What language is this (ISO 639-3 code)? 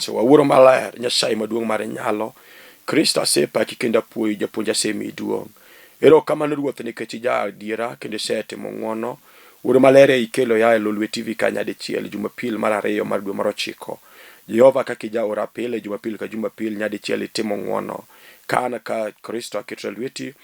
luo